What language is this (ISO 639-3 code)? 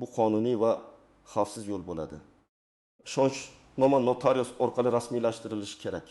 uzb